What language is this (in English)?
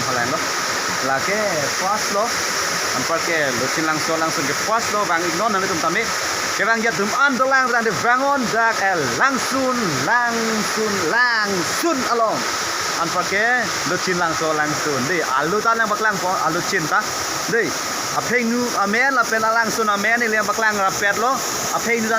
Karbi